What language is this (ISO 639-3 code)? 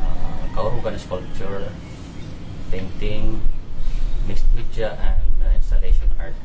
war